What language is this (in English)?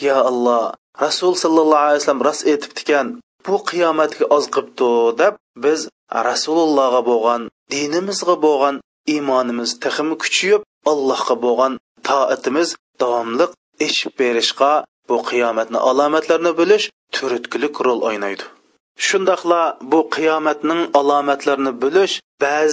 Uyghur